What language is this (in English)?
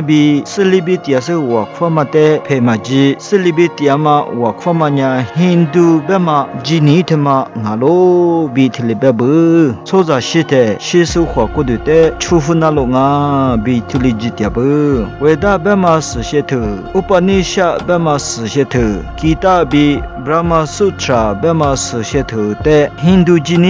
Lisu